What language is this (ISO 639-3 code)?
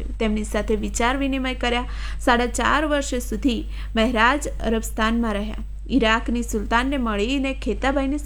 guj